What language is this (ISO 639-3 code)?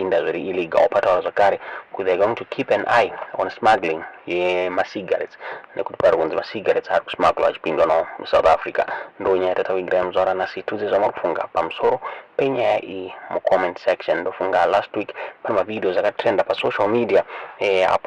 sna